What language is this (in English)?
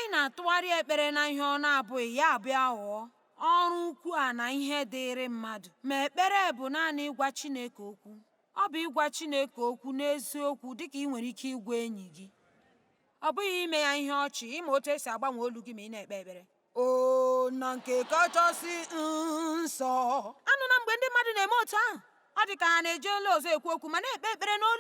Igbo